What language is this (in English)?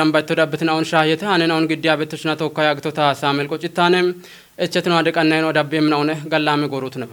Kafa